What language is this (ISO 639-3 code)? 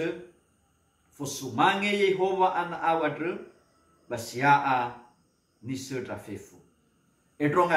nia